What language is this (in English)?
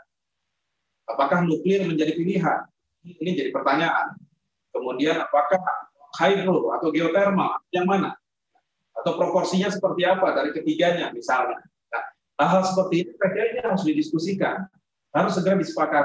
Indonesian